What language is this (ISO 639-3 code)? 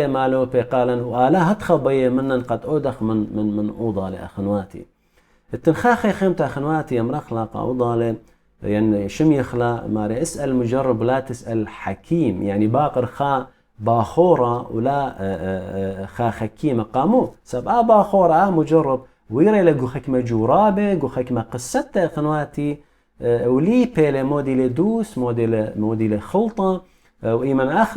aii